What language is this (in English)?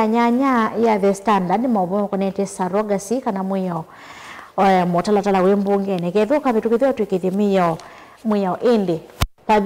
Kamba